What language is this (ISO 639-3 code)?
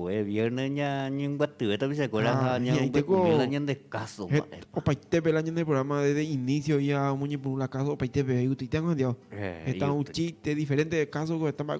grn